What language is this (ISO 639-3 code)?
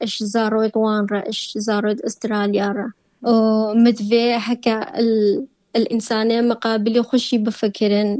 kur